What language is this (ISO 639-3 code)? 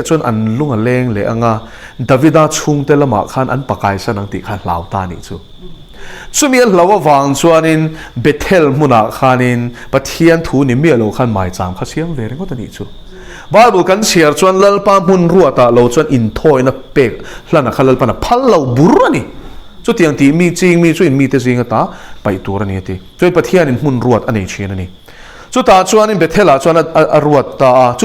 lus